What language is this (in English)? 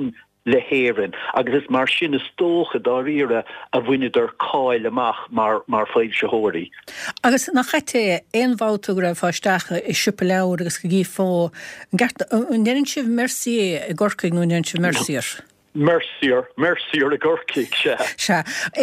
Irish